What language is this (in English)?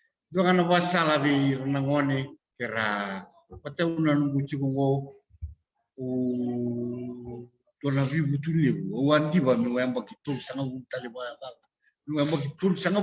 Fijian